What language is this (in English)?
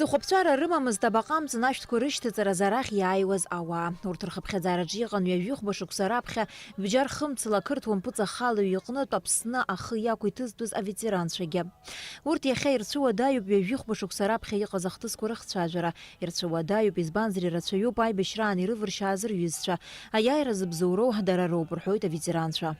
Abkhazian